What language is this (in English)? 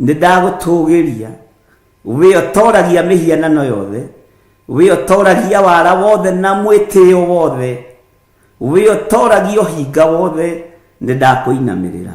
Kikuyu